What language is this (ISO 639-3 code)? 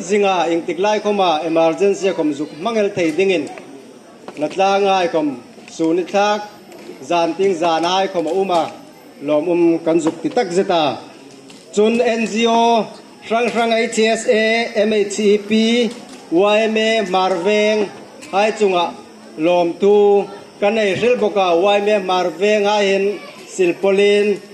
hmr